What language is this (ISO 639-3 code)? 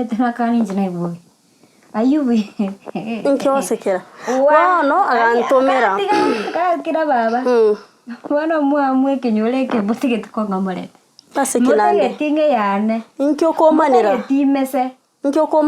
guz